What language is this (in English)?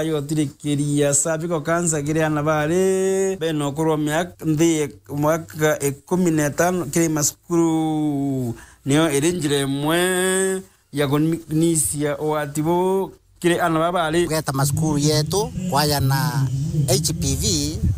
Meru